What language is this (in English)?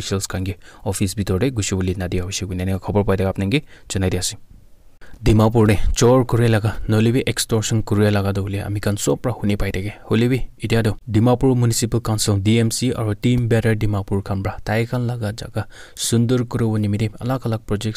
Naga Pidgin